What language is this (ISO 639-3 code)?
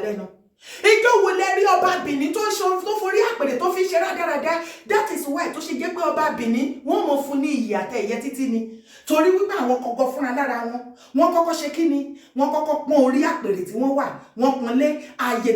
yor